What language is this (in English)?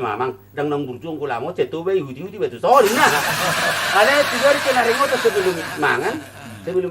Batak Toba